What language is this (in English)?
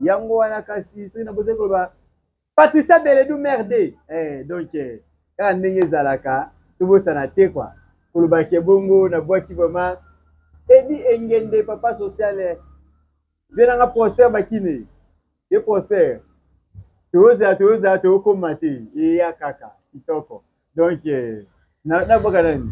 Lingala